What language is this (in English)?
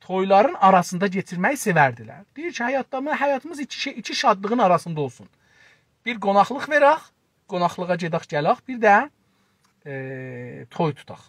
South Azerbaijani